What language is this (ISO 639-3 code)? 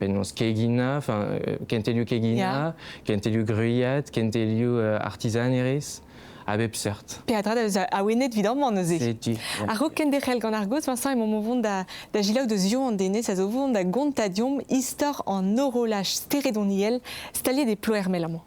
bre